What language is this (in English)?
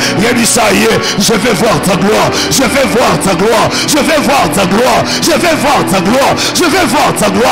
French